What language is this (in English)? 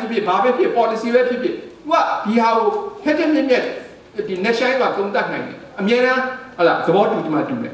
Burmese